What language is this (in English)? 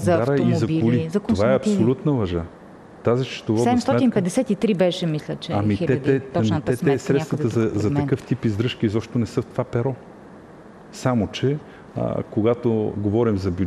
Bulgarian